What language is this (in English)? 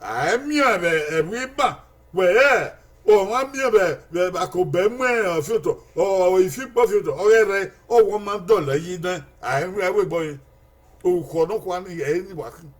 Bini